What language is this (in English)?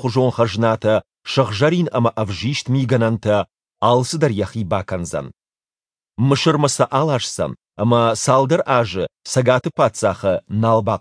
Ossetic